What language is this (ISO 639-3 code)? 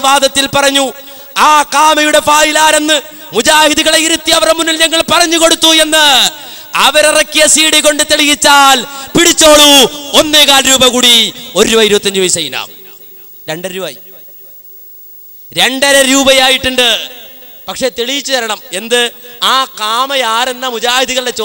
mal